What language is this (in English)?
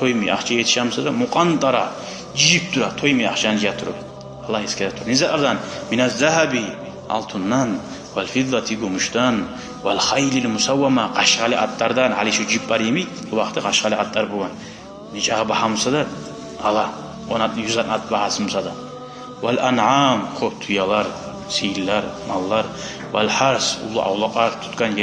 Kumyk